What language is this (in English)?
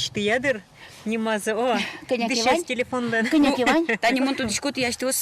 Udmurt